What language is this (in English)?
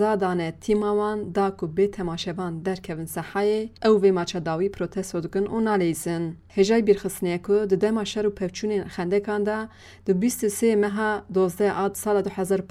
Kurdish